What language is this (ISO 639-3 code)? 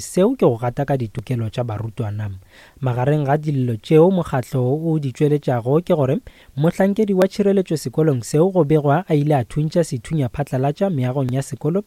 nso